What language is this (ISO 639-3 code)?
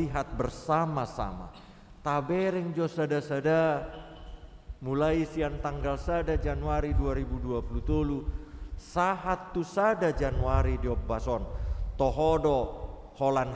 bbc